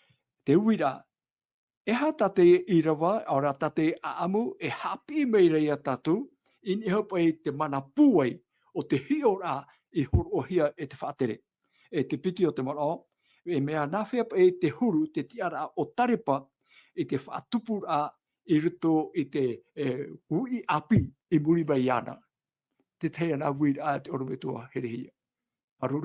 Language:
Tahitian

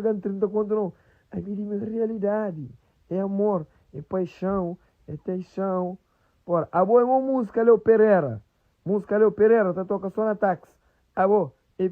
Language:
Kabuverdianu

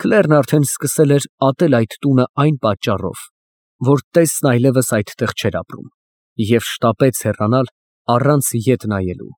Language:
Armenian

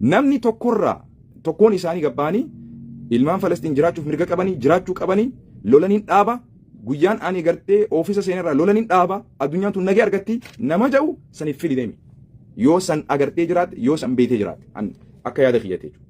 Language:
Oromo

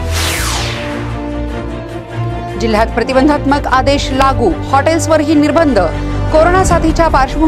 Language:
Marathi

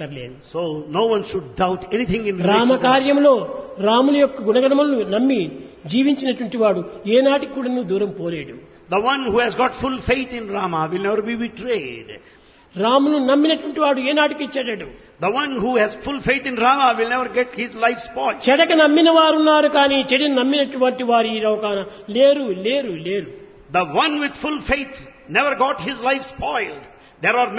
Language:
Telugu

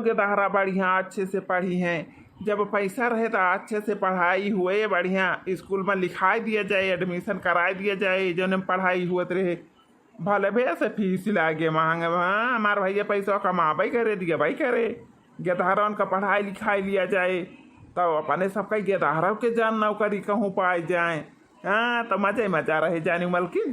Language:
Awadhi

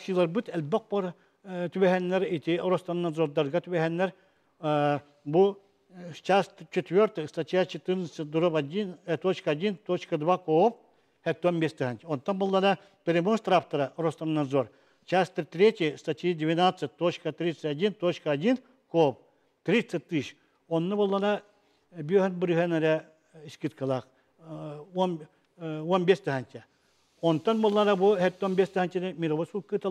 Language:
Yakut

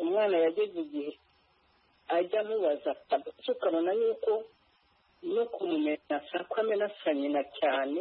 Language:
Kinyarwanda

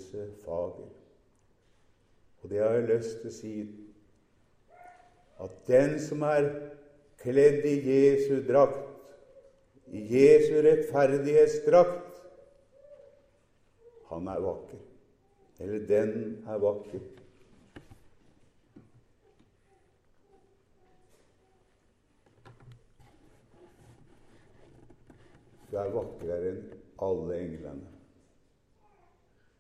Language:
Norwegian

